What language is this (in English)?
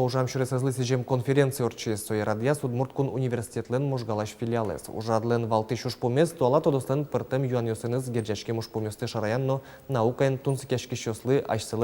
Udmurt